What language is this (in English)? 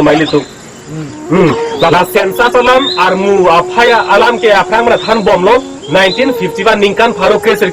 Karbi